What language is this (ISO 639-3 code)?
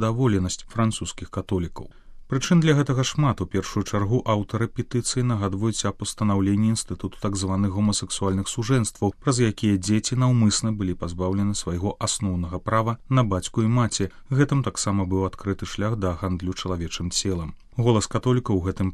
bel